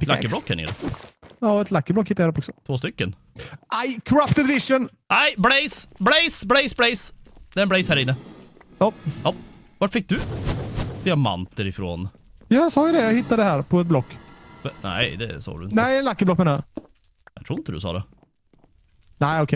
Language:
Swedish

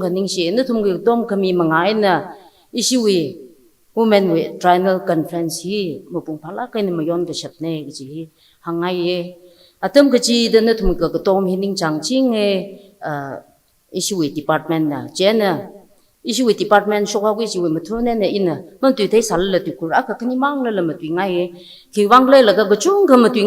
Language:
Tangkhul Naga (India)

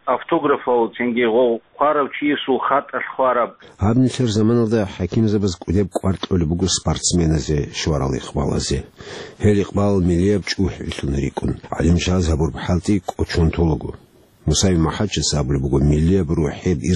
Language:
Avaric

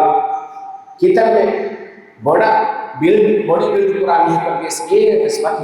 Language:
Divehi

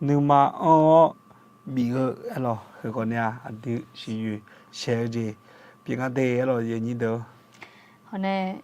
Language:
Akha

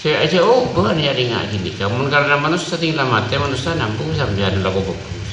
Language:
Madurese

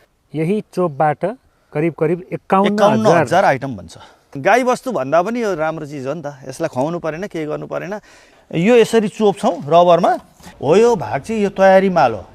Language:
Nepali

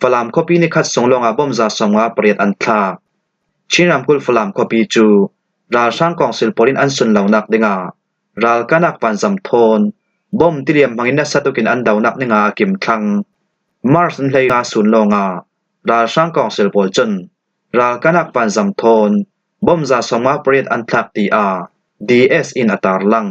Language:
Falam Chin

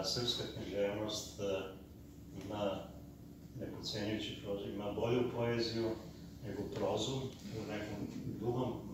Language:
Serbian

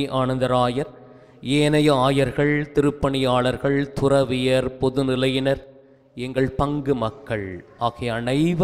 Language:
Tamil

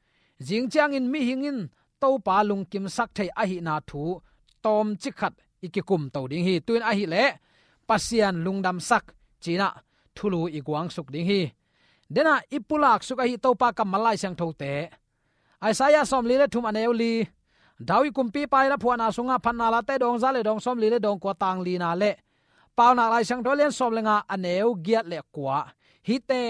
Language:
Tedim Chin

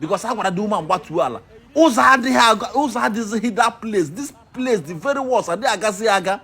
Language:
Igbo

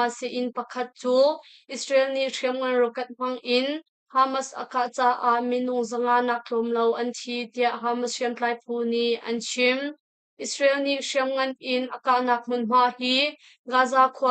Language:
Hakha Chin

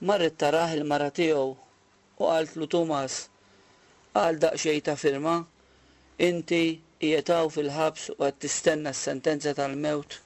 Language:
Maltese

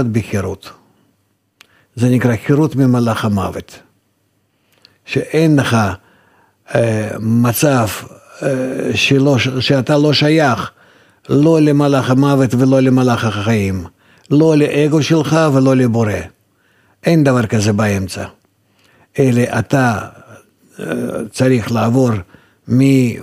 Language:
Hebrew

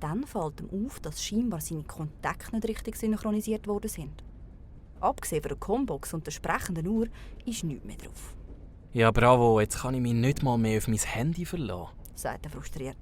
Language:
Swiss German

